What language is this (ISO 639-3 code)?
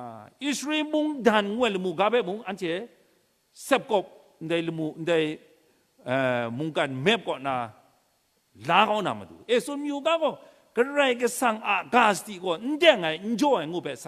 kac